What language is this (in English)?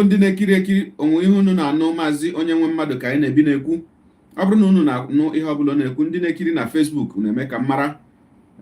Igbo